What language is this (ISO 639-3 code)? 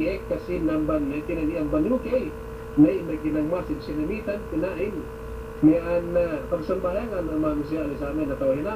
yka